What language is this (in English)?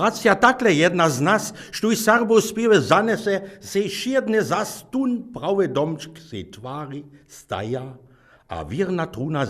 Upper Sorbian